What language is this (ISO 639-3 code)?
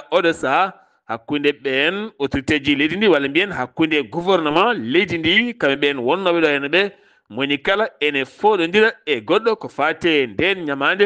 ful